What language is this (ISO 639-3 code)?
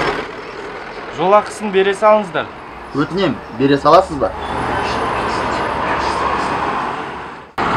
kaz